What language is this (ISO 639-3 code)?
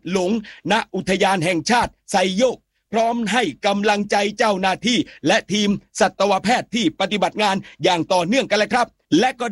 tha